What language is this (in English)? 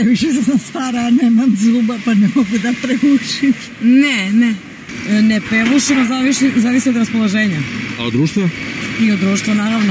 Serbian